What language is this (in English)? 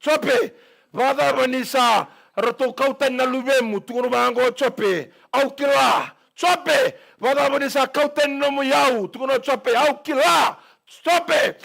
Fijian